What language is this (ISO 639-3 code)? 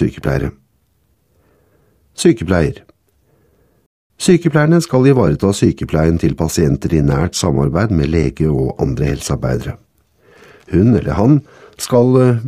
nor